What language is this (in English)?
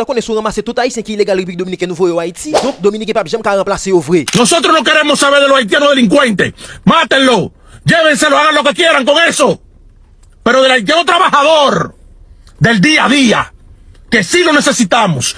Haitian Creole